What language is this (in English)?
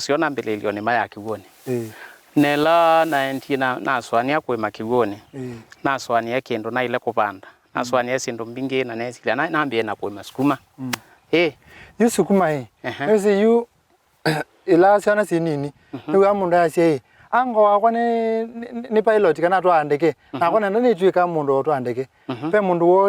Kamba